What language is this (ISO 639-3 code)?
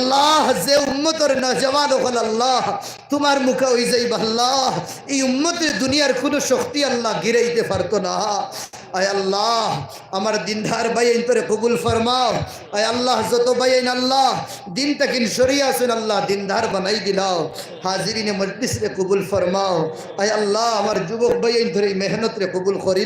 syl